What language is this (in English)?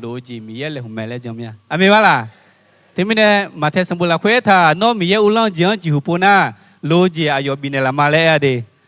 Akha